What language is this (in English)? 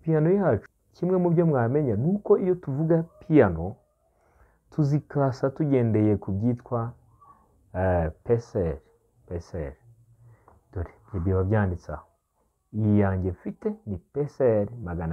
Kinyarwanda